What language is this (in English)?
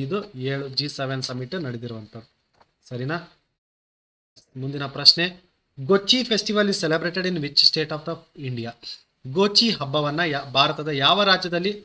Kannada